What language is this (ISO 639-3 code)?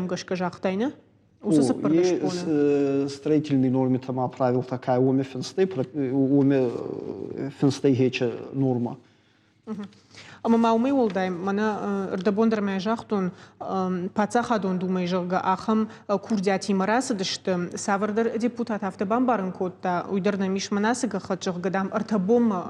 oss